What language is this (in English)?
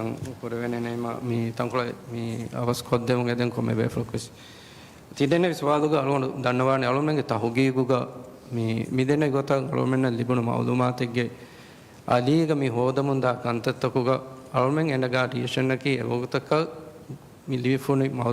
Divehi